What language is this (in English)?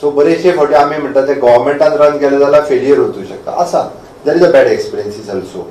Konkani